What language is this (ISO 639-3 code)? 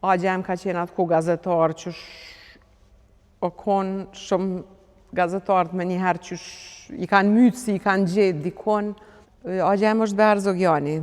sqi